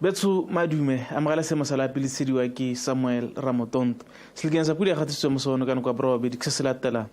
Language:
Tswana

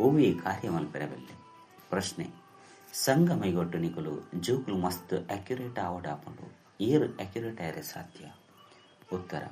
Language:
Tulu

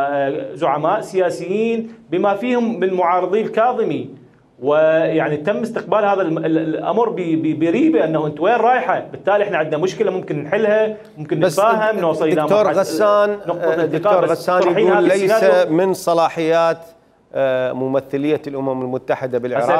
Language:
Mesopotamian Arabic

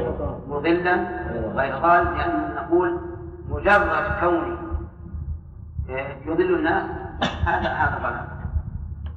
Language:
Arabic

